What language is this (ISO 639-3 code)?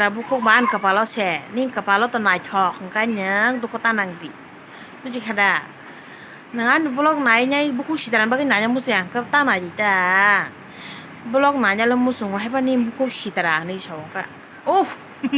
trp